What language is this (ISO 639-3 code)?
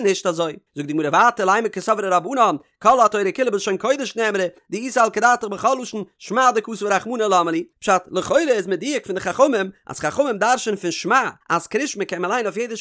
yid